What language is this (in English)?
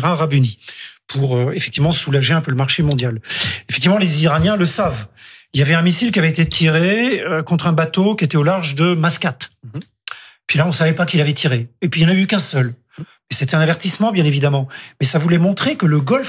French